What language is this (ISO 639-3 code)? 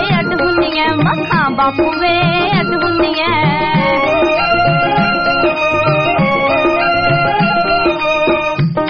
pan